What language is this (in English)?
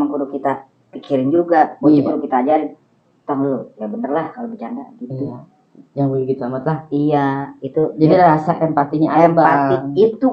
Betawi